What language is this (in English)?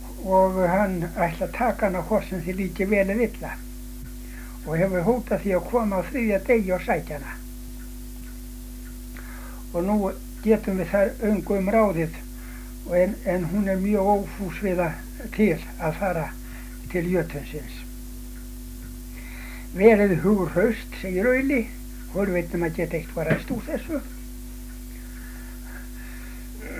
Icelandic